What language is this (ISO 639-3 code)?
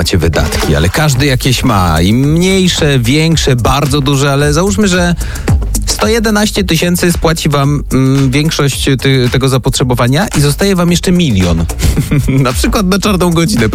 pol